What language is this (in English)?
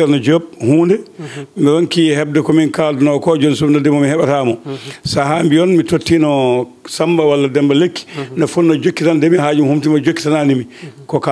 Fula